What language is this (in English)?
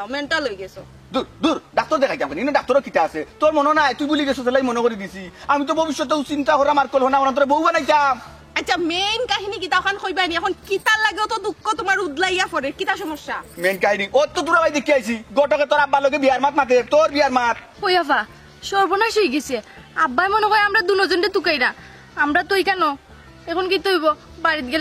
Sylheti